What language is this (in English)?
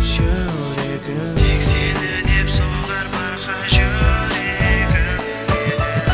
Kara-Kalpak